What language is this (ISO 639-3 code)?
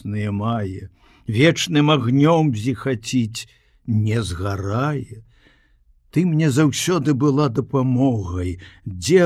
bel